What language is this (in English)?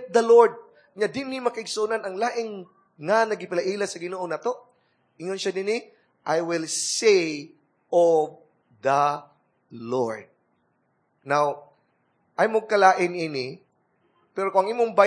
Cebuano